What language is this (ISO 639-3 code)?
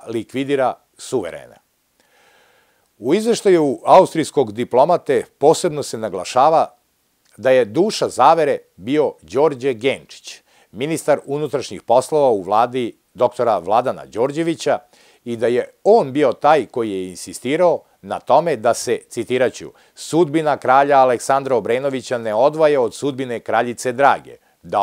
srp